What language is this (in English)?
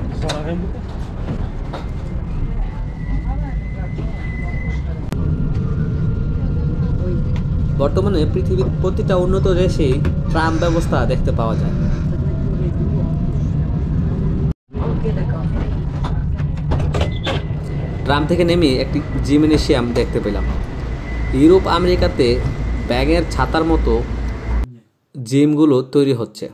Bangla